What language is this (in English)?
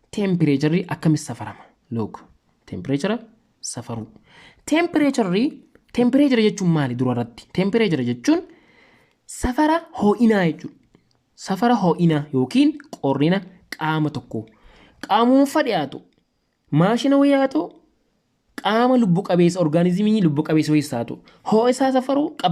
Oromo